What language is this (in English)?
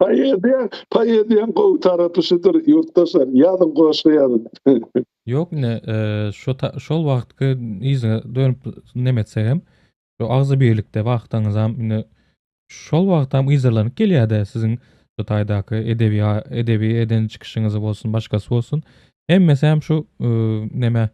Turkmen